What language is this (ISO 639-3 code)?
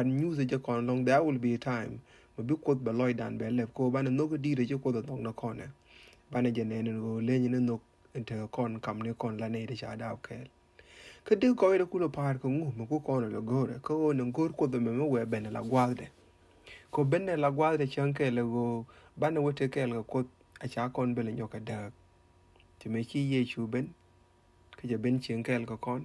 nus